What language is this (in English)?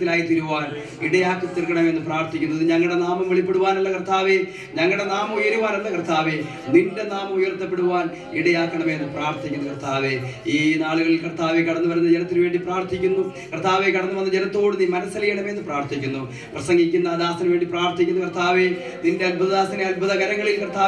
Malayalam